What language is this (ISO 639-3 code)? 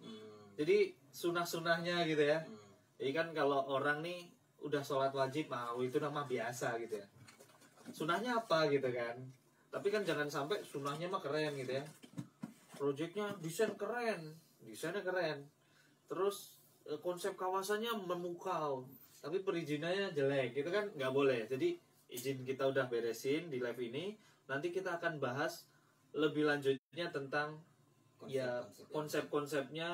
ind